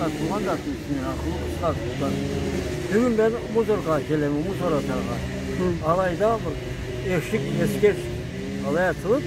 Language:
Karachay-Balkar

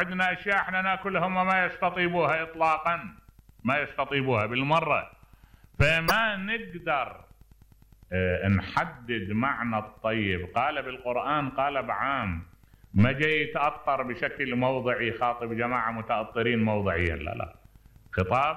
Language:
Mesopotamian Arabic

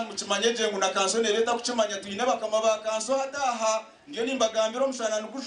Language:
Nyankole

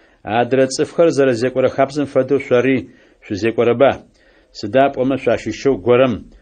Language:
Adyghe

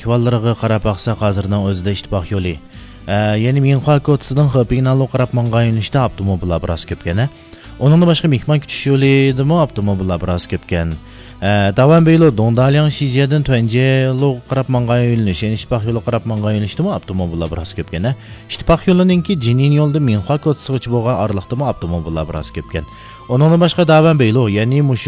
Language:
Uyghur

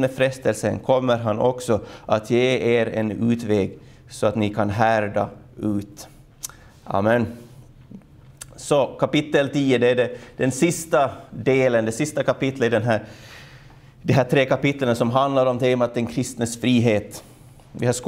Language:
Swedish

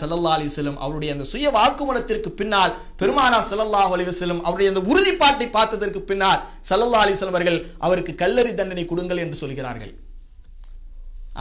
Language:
Tamil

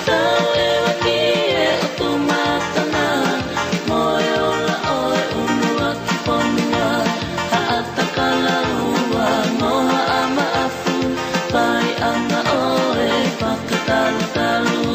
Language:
Tongan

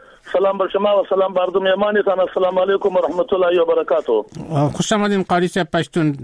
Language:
Persian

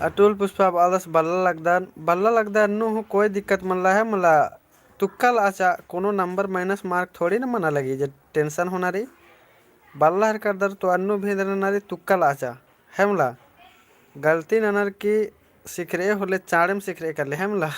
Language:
Kurukh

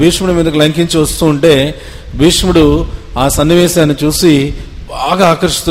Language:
Telugu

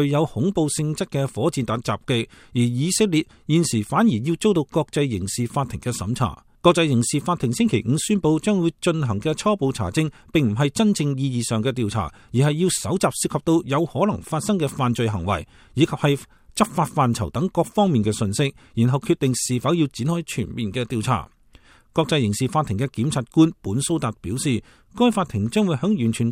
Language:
Cantonese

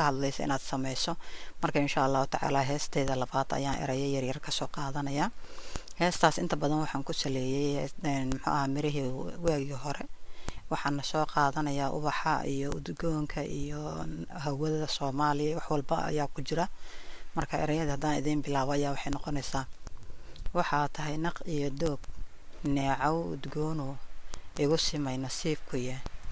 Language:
Somali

